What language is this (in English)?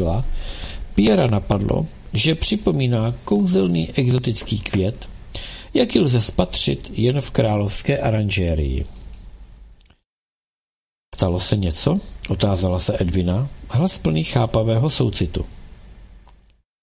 Czech